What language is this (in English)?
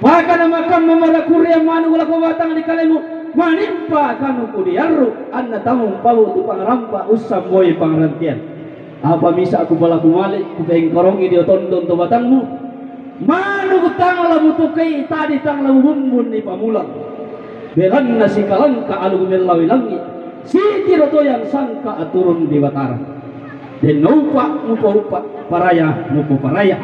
Toraja-Sa'dan